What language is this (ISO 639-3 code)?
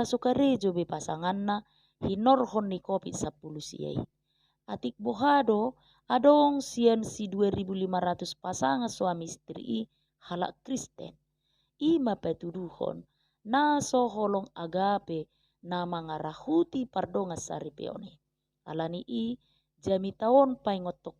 bbc